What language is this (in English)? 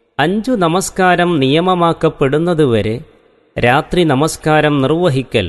Malayalam